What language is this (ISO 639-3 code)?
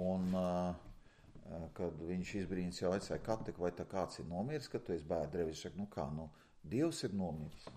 lav